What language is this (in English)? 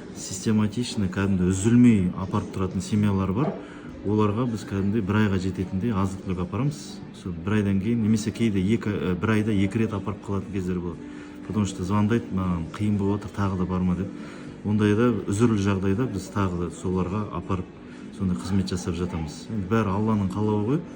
Kazakh